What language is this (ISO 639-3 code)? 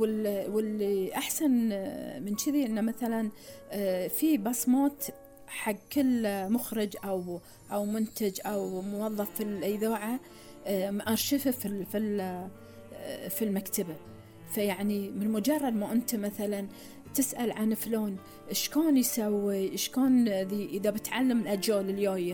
afb